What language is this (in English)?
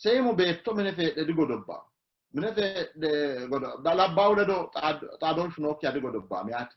Sidamo